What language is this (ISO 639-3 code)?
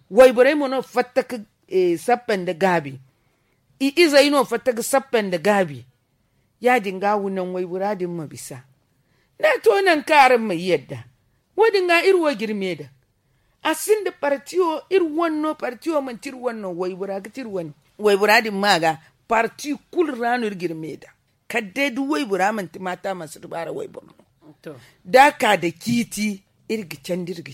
dje